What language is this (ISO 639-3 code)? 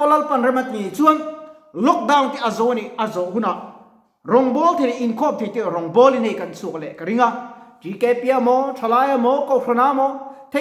lus